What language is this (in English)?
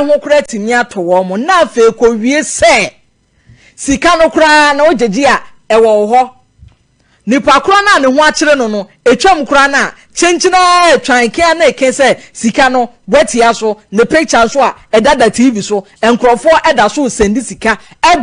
Akan